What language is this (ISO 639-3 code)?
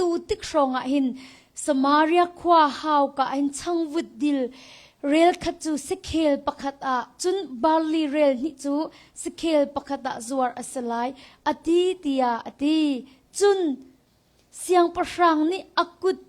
cnh